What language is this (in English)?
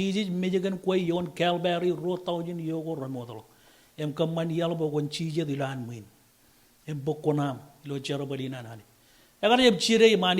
Marshallese